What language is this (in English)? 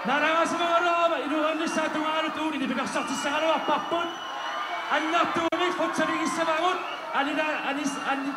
Kalaallisut